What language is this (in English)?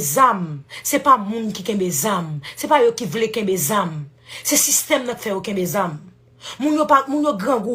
Haitian Creole